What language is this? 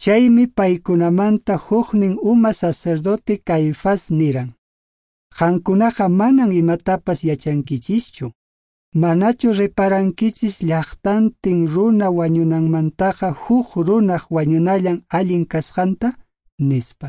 Quechua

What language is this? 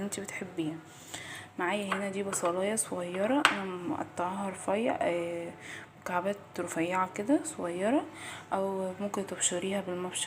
Egyptian Arabic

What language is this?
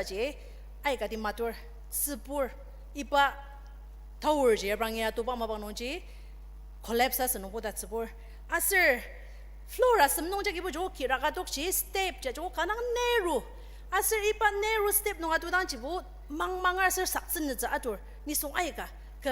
Ao Naga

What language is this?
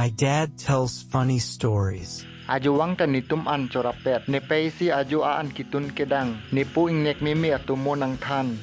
Karbi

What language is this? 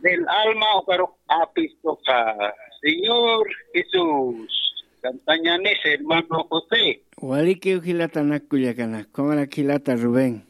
Aymara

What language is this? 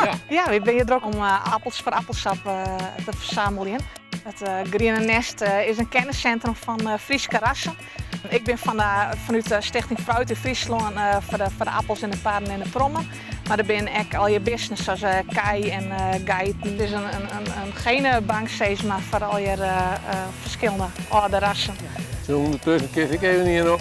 Western Frisian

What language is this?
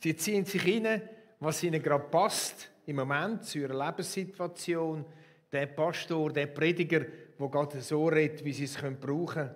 Swiss German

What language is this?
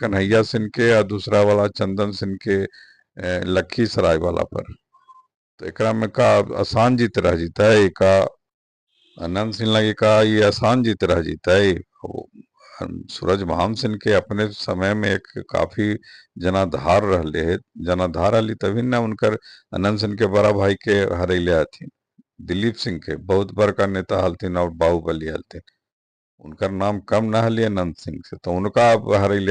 Magahi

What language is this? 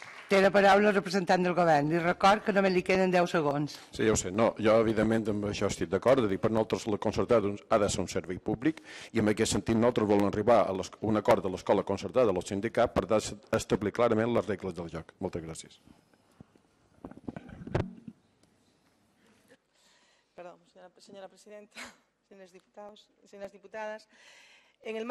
Catalan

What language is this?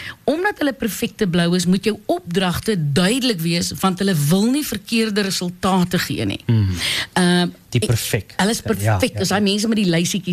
Afrikaans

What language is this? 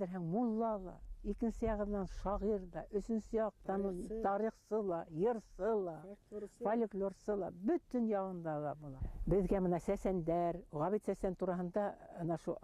Bashkir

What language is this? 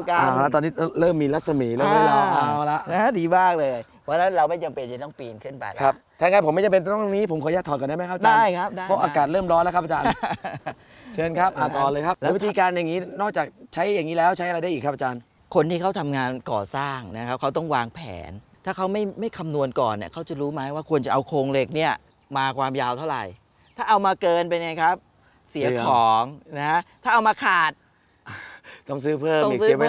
Thai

